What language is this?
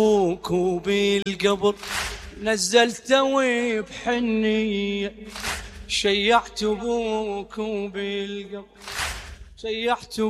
Mesopotamian Arabic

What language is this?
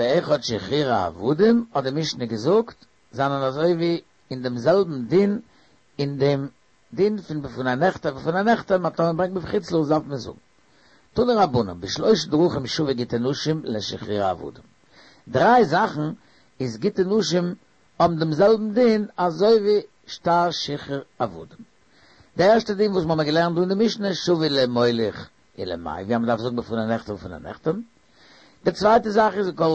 Yiddish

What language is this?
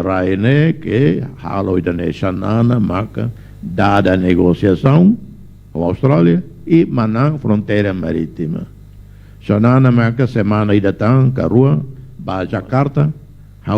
Tetum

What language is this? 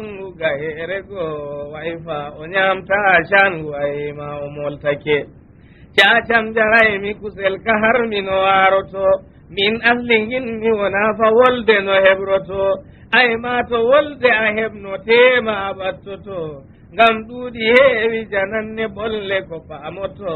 Fula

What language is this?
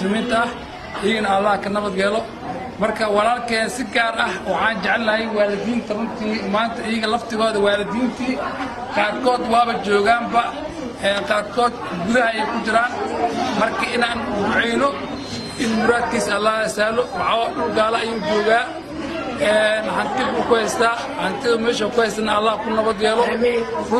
Somali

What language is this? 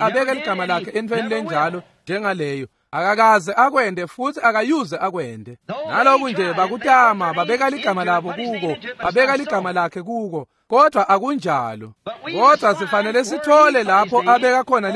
Swati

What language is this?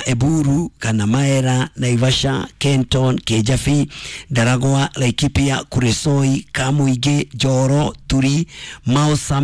Kikuyu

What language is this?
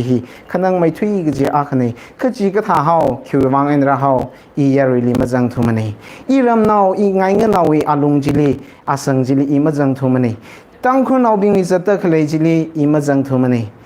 Tangkhul Naga (India)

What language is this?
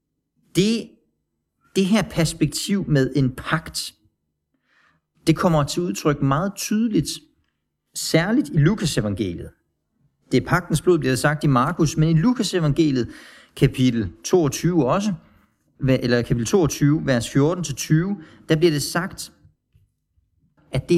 Danish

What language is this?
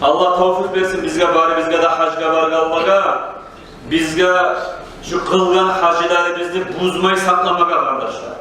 Kumyk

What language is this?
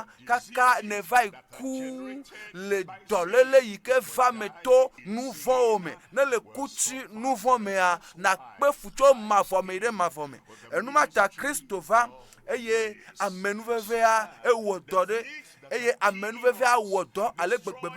Ewe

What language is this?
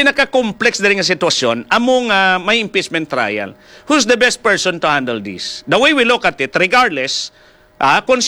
Hiligaynon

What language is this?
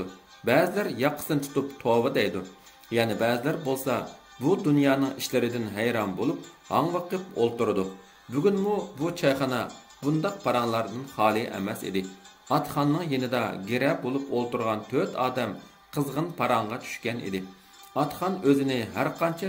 Uyghur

